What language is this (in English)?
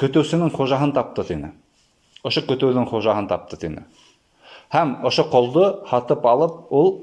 Bashkir